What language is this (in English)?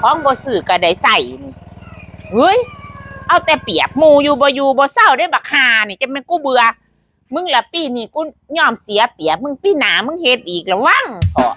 Northeastern Thai